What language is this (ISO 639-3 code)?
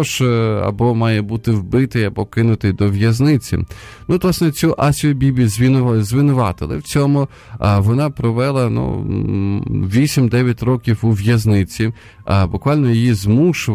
ukr